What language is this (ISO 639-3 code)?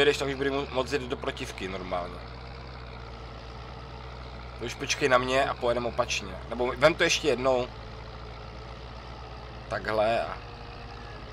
ces